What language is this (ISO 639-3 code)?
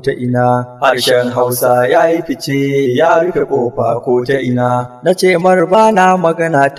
hau